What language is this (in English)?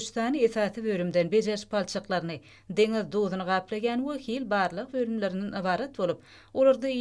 Turkmen